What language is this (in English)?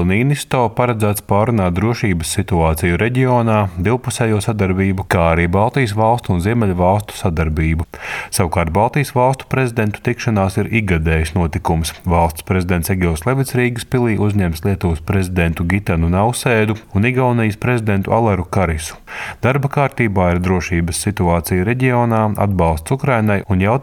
Latvian